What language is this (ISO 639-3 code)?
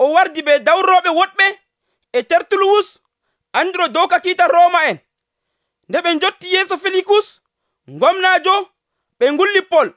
fuv